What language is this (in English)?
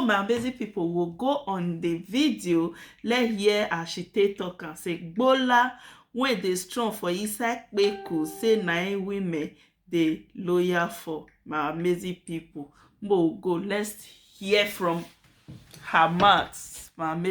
Nigerian Pidgin